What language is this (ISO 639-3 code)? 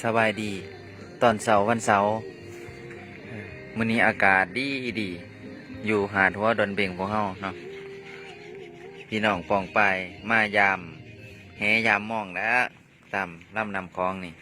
lao